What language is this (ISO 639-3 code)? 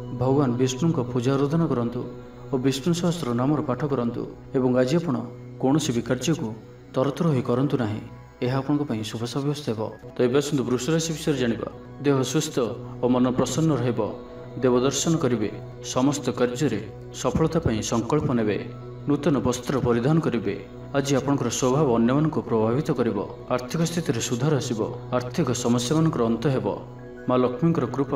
ori